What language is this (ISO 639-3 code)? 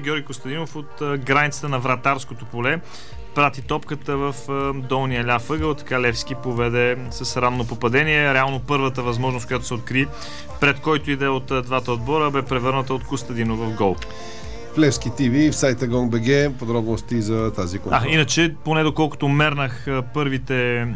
bul